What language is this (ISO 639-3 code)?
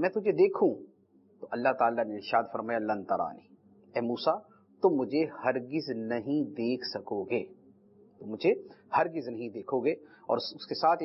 urd